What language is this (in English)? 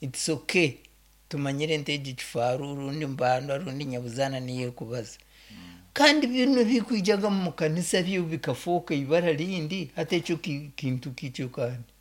Nyoro